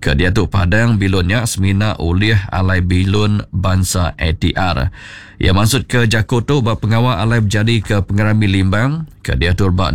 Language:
Iban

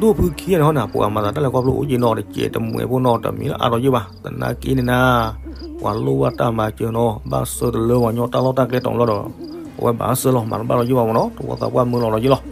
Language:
S'gaw Karen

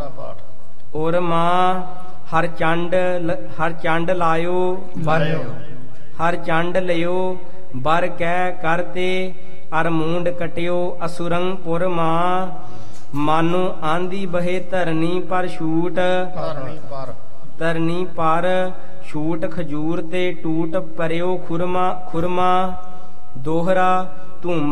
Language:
Punjabi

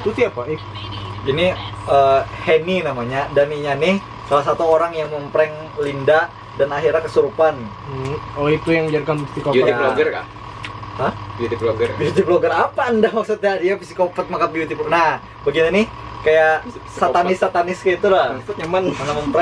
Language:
Banjar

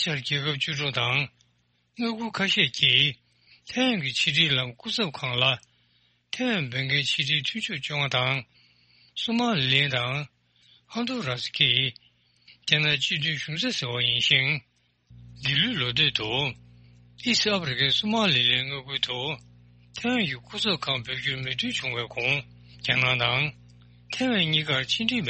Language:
Tibetan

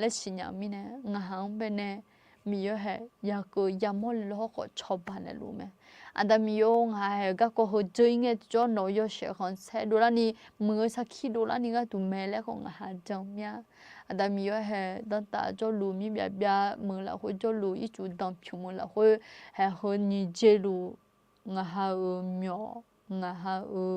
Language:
Akha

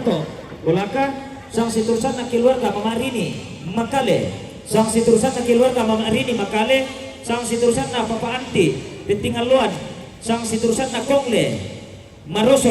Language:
Toraja-Sa'dan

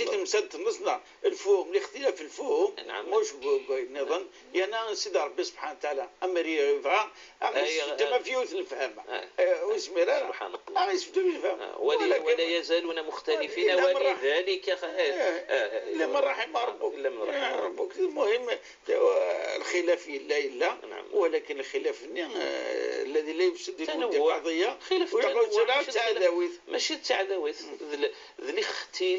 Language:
Kabyle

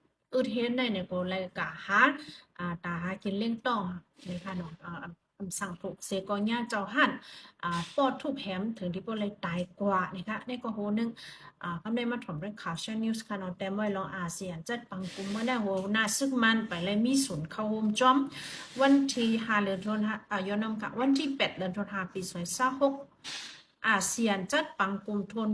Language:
Shan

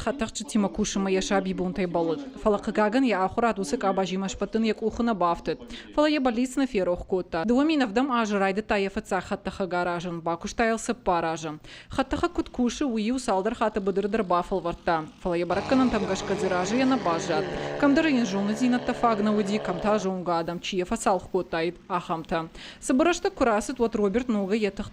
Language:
Ossetic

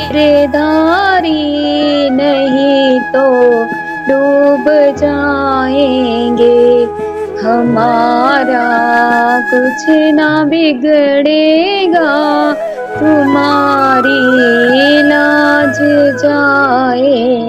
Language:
Hindi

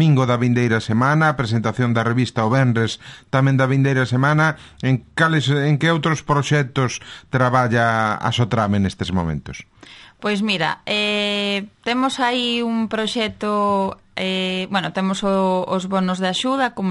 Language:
Galician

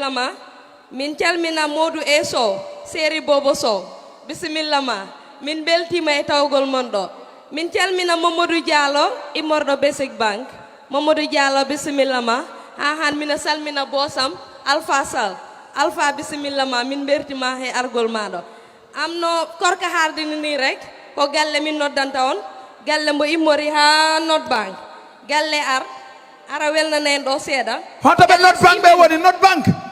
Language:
Fula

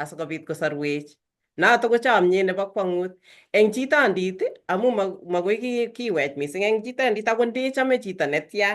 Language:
Kalenjin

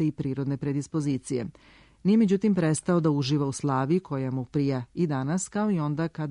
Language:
Serbian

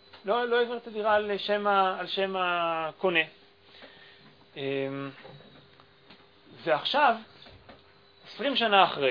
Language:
Hebrew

